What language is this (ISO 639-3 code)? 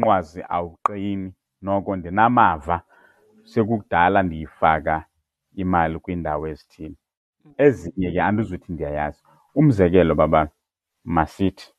xho